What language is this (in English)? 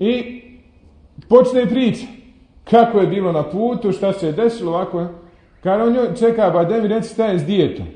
Bosnian